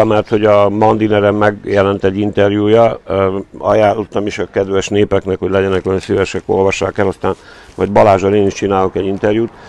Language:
Hungarian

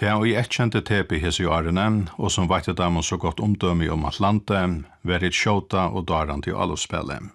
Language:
Faroese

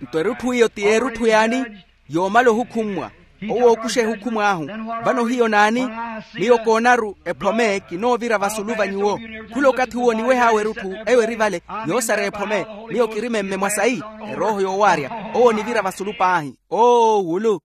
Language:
Makhuwa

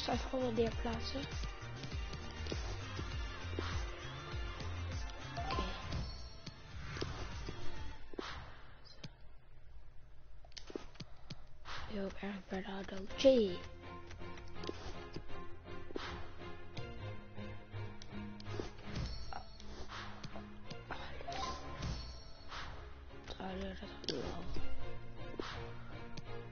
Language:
Dutch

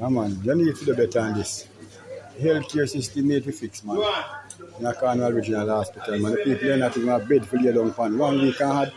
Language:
Jamaican Creole English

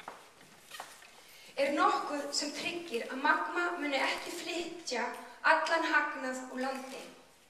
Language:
Icelandic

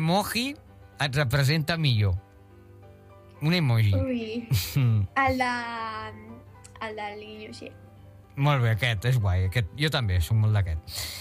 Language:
Catalan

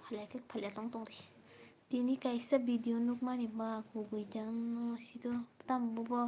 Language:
Kok Borok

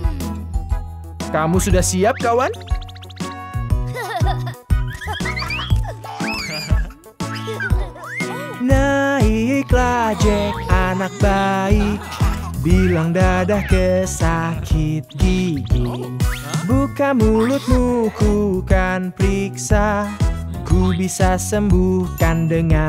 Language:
Indonesian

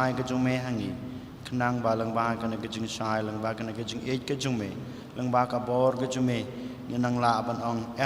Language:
Khasi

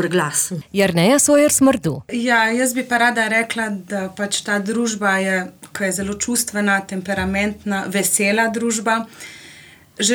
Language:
Slovenian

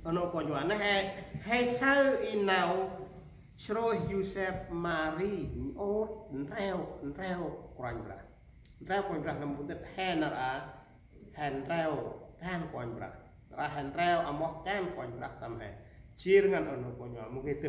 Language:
Central Mnong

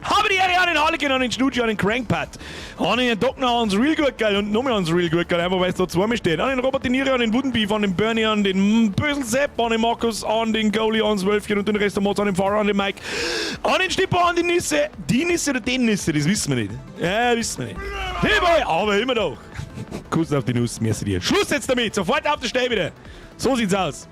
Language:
Bavarian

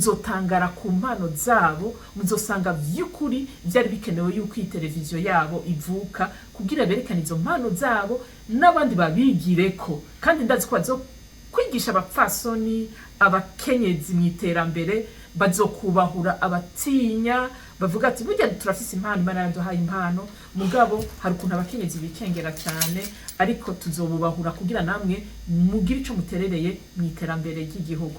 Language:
Rundi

